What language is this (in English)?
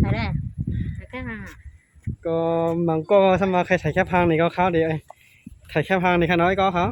Shan